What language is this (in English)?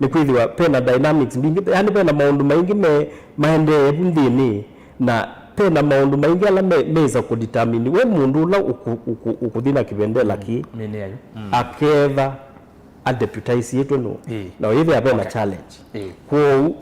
Kamba